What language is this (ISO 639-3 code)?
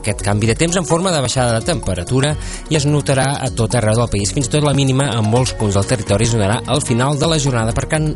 cat